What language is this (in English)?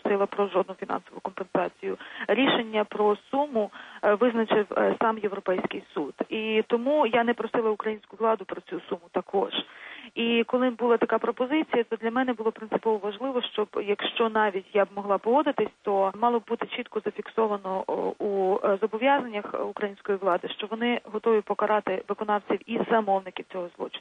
Ukrainian